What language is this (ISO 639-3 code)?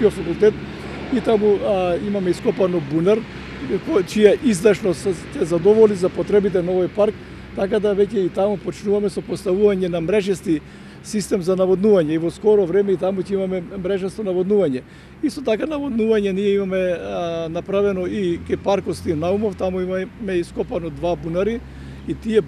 mkd